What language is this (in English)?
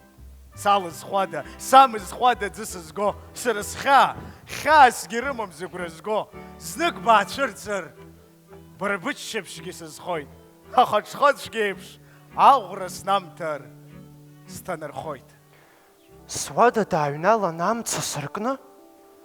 Abkhazian